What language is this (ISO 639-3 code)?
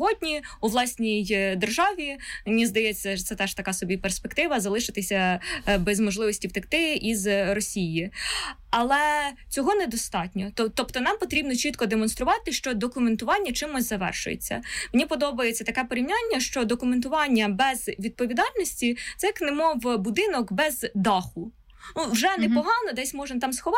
ukr